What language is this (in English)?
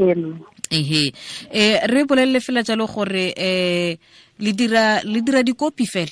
Tswana